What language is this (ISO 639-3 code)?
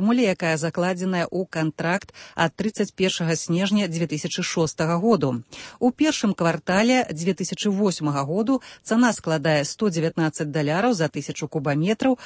bel